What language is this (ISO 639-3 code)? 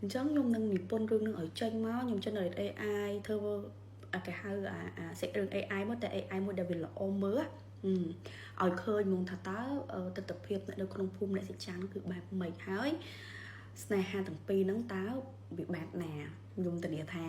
khm